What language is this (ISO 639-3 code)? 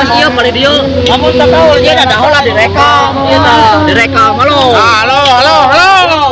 sun